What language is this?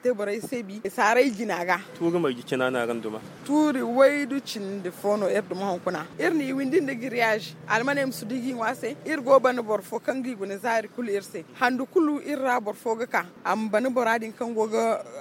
Zarma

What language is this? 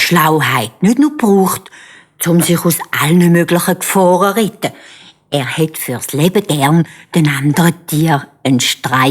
Swiss German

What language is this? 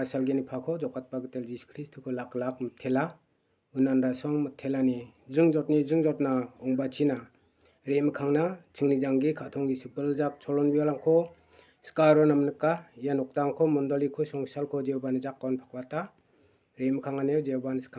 Garo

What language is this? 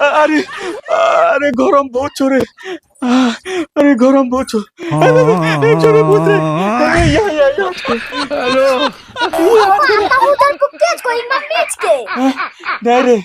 Angika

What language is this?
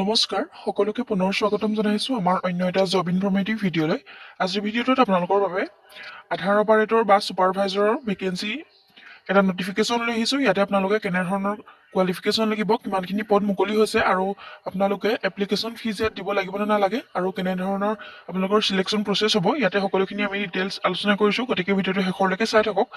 Assamese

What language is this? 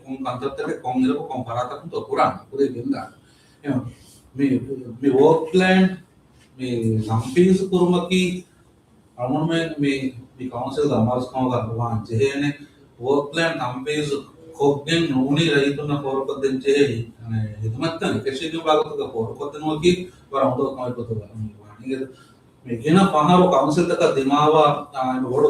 Divehi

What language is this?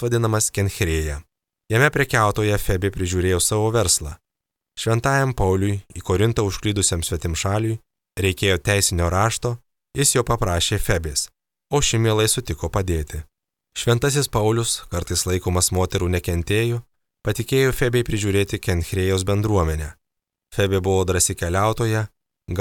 Lithuanian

